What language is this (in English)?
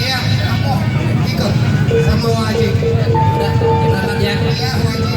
Betawi